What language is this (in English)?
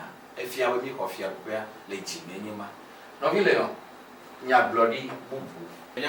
Ewe